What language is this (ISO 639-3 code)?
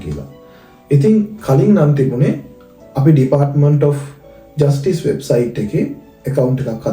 sin